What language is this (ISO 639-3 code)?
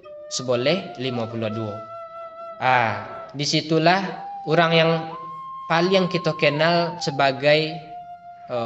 min